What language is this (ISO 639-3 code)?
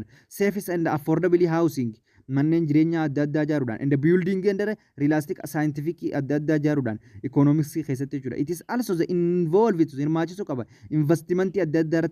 orm